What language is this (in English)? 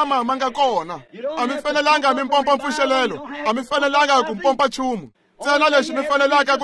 Tsonga